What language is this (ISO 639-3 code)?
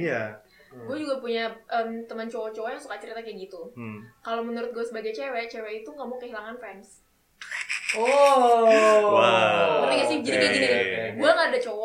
ind